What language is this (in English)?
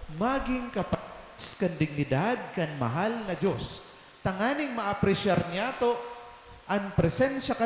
Bikol